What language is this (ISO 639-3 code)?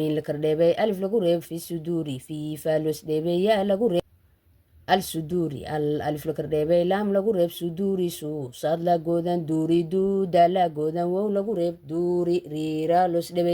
som